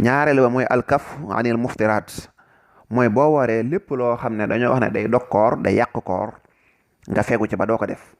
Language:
Wolof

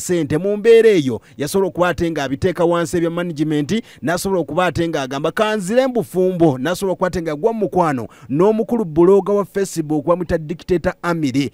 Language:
Ganda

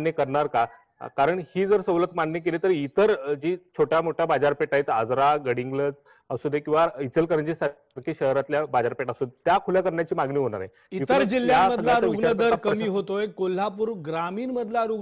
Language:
Marathi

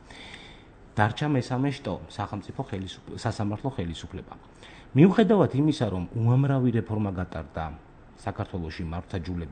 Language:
Georgian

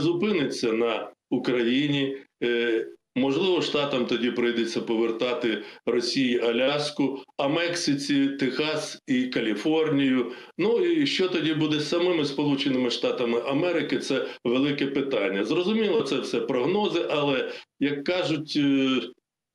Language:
Ukrainian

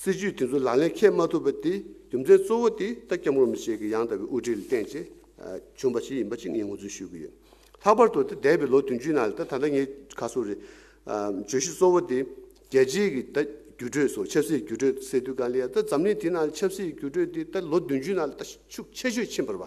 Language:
Tibetan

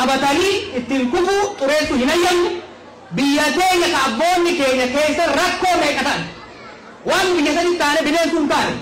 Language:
Oromo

